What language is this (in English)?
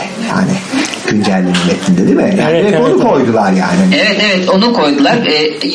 Turkish